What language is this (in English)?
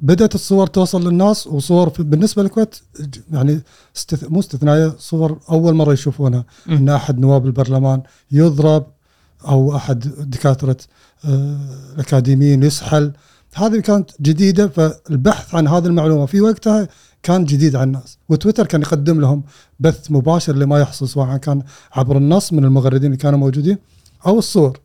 Gulf Arabic